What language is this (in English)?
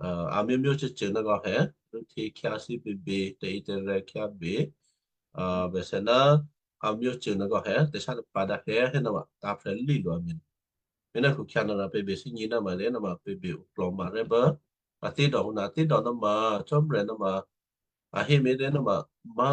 Western Kayah